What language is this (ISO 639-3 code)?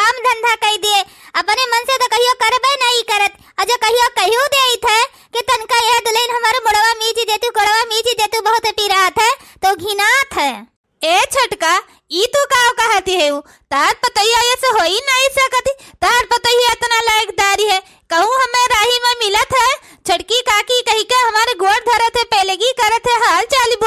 awa